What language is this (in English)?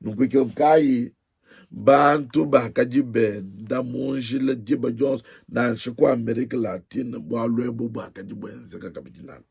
Luba-Lulua